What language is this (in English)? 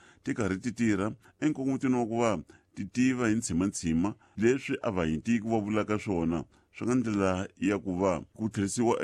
Tsonga